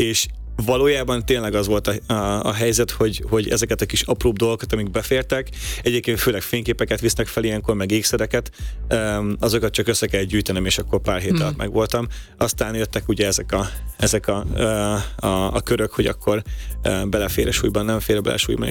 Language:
Hungarian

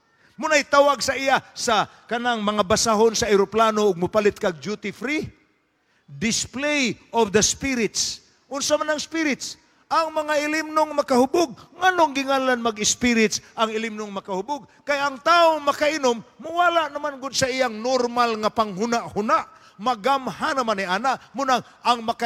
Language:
Cebuano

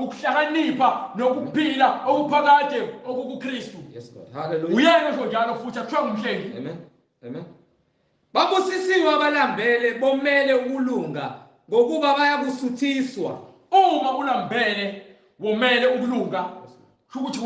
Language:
Zulu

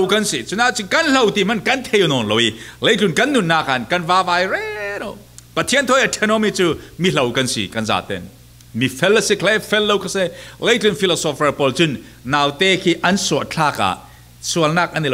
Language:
Falam Chin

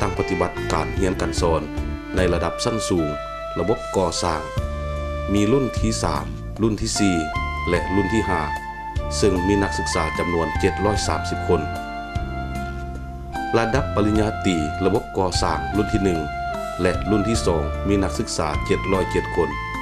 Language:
Lao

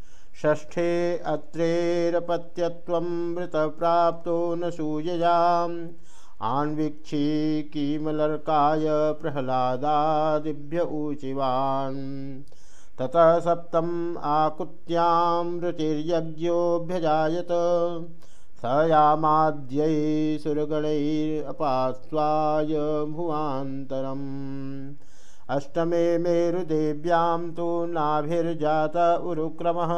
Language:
Sanskrit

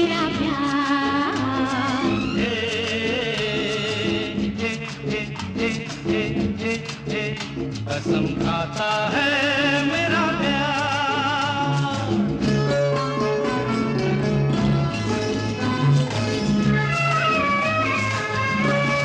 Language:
Hindi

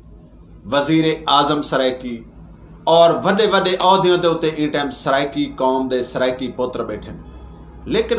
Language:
Saraiki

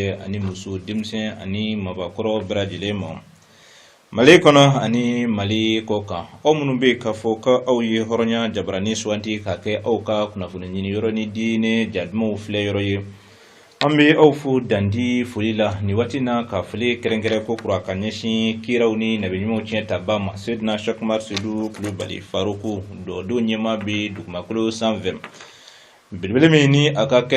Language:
Bambara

